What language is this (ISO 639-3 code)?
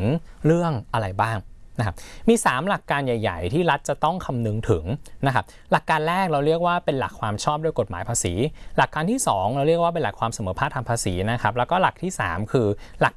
tha